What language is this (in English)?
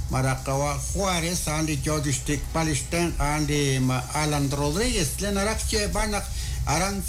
Kekchí